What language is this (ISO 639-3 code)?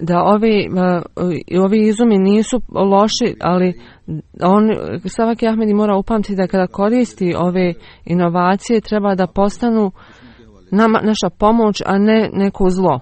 bos